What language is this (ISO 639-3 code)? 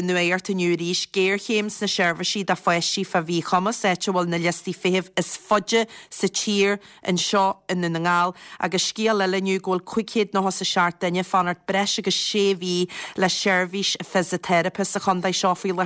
gle